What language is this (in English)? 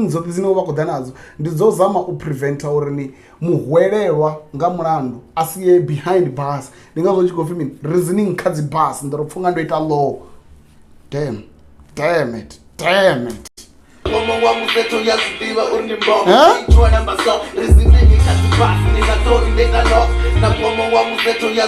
Venda